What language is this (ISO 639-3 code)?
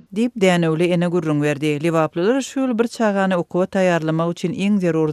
tuk